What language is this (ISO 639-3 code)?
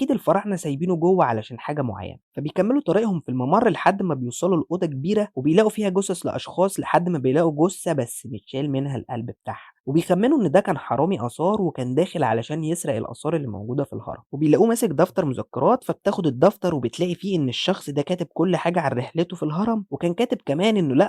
arz